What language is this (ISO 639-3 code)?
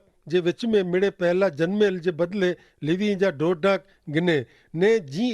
kfr